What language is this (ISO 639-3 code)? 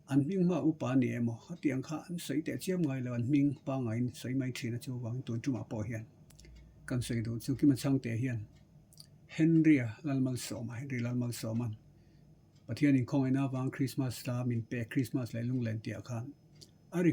lus